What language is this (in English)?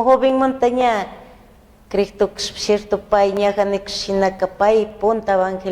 Chimborazo Highland Quichua